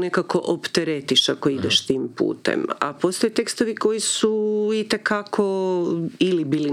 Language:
Croatian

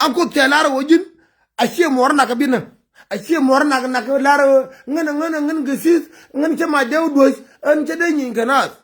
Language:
Nuer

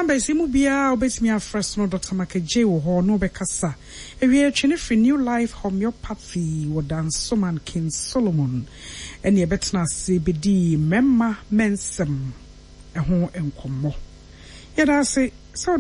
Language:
Akan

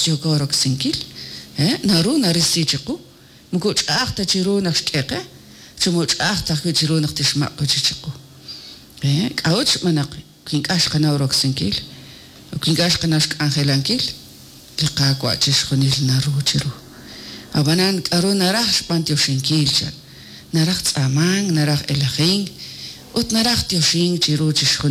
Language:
Kekchí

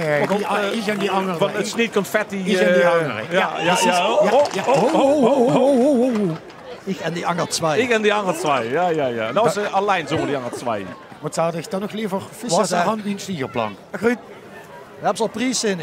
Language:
Limburgish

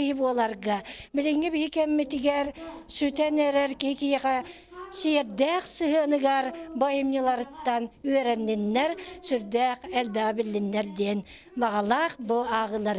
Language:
Yakut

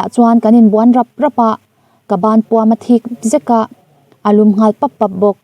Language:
Mizo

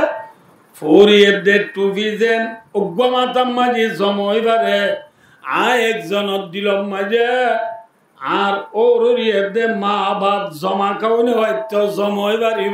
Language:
Rohingya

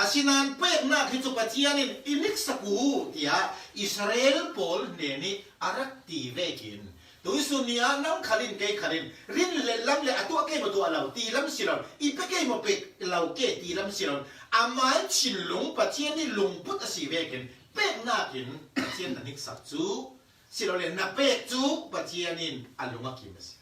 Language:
Falam Chin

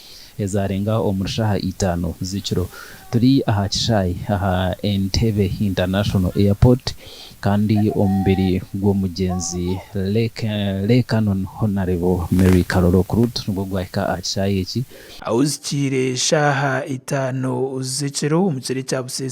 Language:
Nyankole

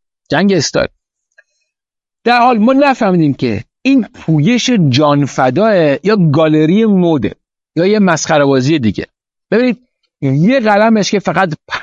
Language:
Persian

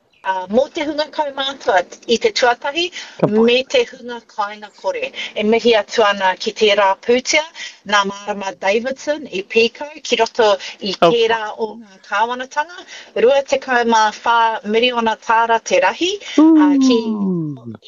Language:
Māori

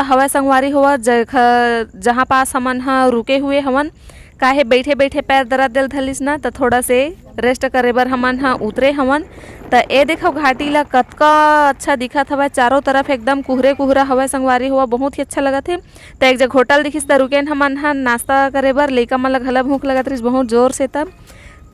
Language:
Chhattisgarhi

